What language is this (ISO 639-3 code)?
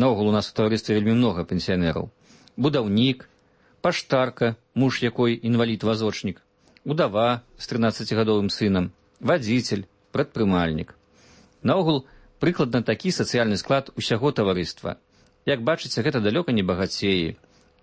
bel